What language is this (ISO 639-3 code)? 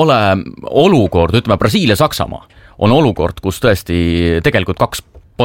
est